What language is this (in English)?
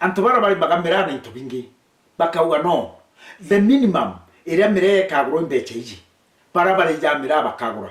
Meru